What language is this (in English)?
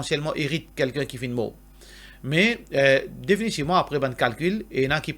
Morisyen